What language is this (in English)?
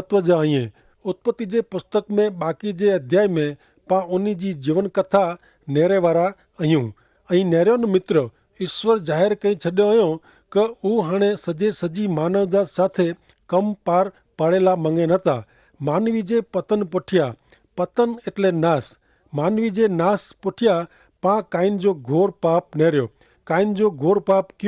Kachhi